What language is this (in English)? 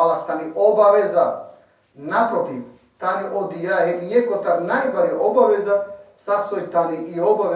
Balkan Romani